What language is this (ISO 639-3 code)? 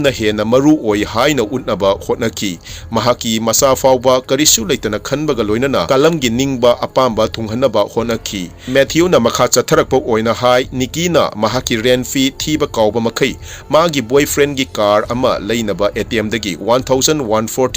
mni